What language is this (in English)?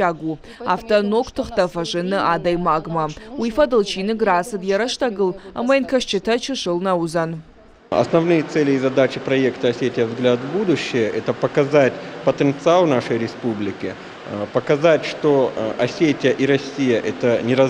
Ossetic